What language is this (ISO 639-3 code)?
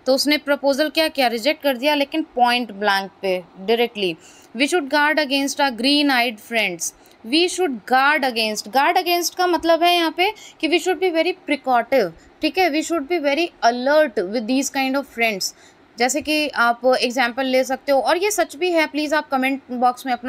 hin